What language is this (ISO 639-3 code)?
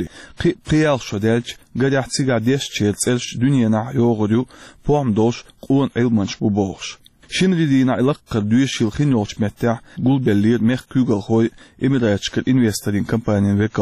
che